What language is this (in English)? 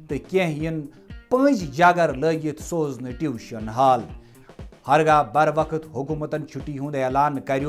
Kashmiri